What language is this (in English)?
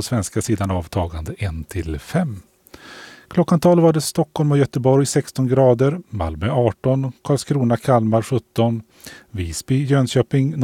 Swedish